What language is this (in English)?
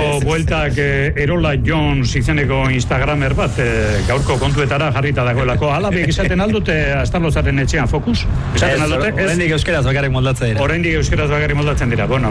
Basque